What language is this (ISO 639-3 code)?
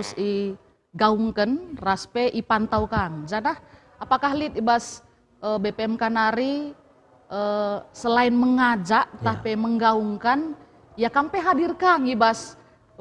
btx